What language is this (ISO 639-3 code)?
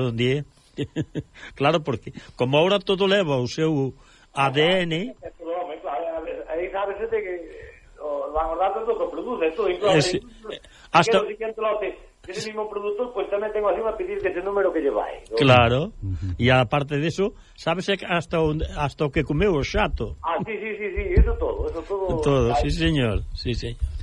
glg